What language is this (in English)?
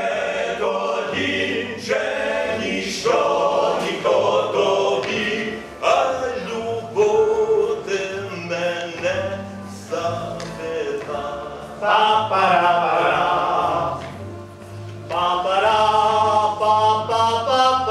Ukrainian